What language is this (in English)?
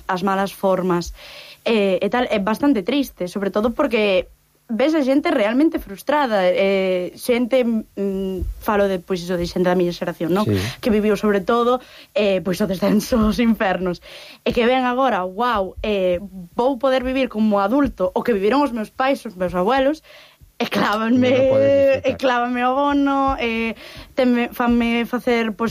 Galician